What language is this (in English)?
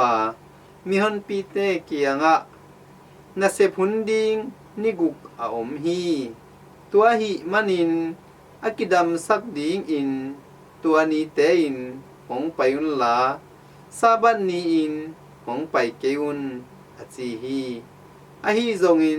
Tedim Chin